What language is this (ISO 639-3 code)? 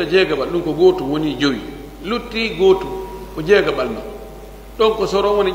ful